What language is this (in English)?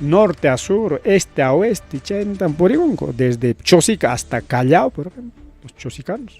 Ayacucho Quechua